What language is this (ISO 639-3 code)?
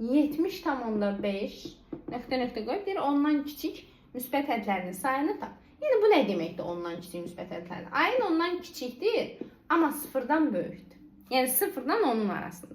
aze